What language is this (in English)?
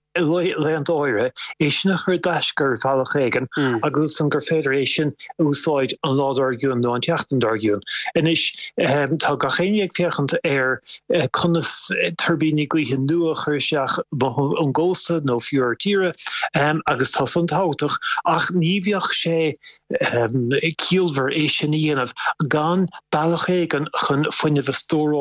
Irish